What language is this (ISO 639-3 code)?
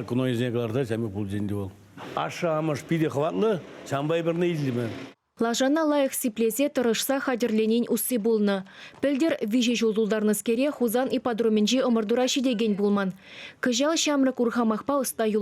chv